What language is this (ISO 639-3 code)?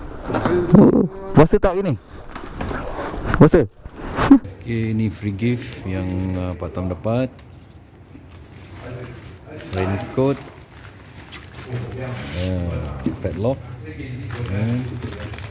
msa